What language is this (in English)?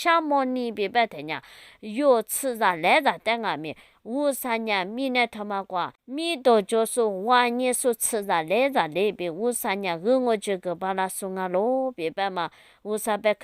Lisu